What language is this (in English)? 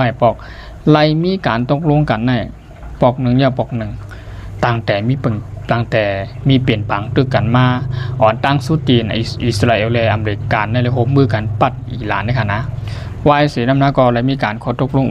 Shan